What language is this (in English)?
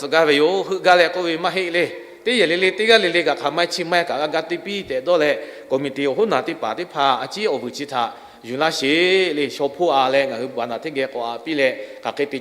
Lahu